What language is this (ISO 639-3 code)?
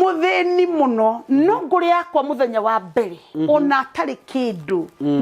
kik